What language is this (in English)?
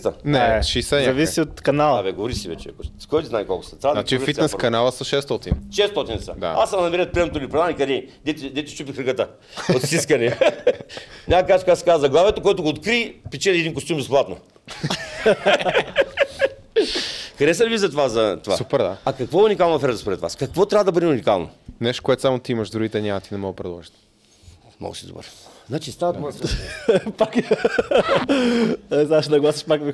Bulgarian